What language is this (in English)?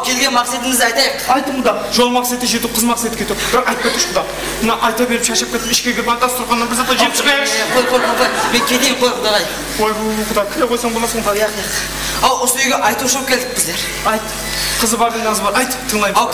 Kara-Kalpak